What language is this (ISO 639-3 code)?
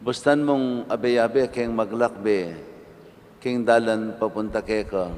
pam